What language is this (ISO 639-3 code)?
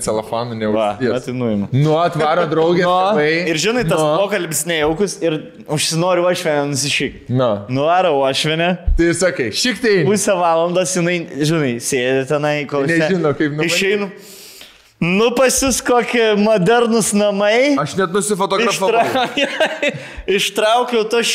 lit